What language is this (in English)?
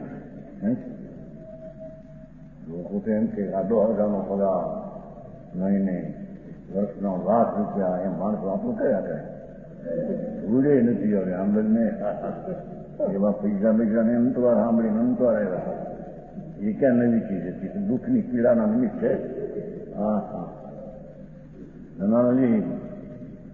Gujarati